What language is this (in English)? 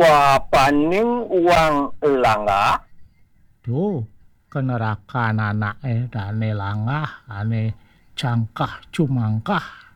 Balinese